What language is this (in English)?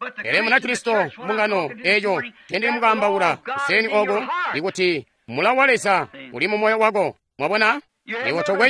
Tonga (Zambia)